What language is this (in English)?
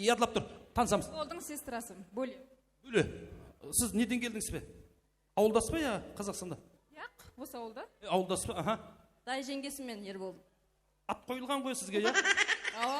Kara-Kalpak